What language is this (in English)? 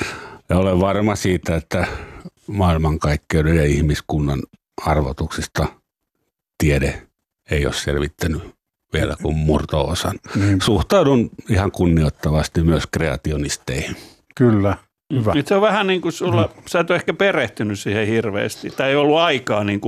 Finnish